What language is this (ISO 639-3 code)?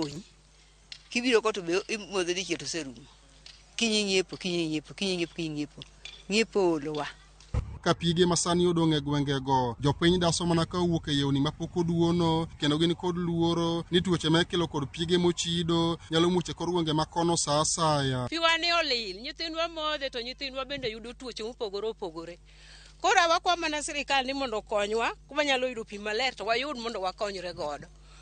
luo